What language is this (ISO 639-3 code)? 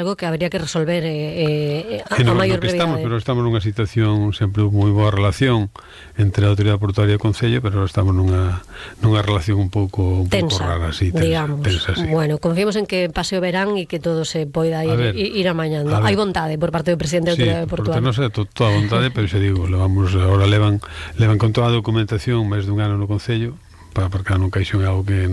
glg